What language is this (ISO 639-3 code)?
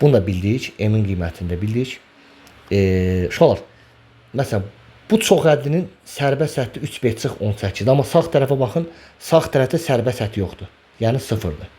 aze